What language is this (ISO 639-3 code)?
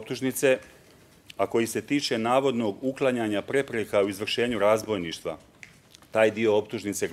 bos